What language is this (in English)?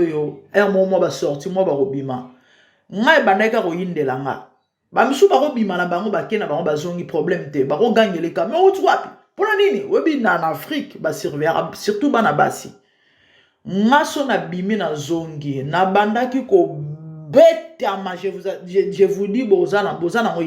Lingala